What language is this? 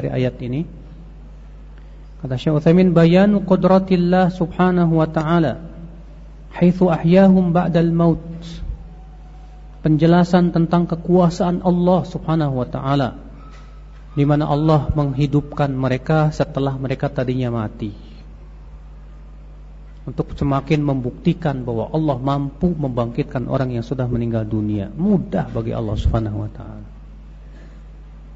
Indonesian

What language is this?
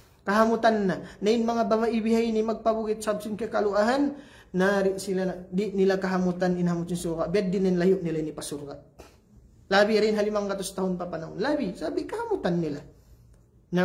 Tausug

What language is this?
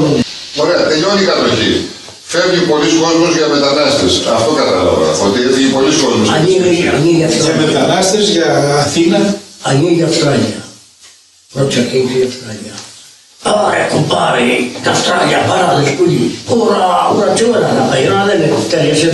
Greek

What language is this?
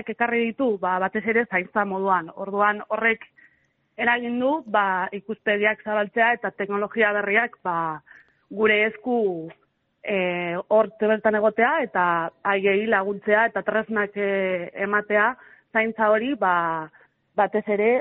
Basque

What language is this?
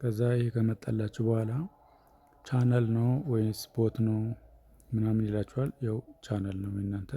Amharic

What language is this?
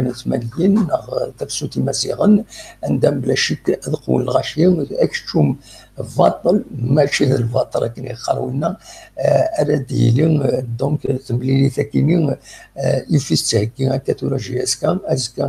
Kabyle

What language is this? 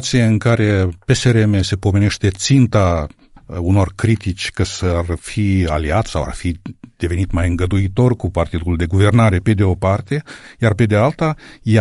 Romanian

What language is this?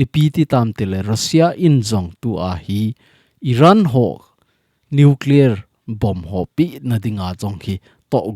Thado Chin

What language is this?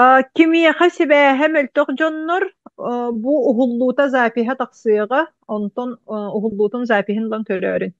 Yakut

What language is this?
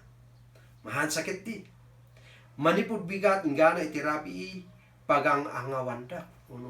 Kankanaey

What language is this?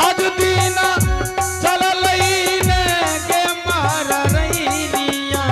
Angika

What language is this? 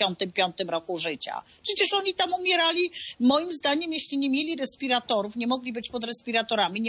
Polish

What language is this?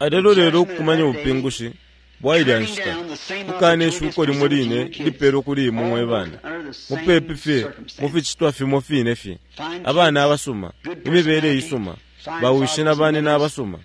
Bemba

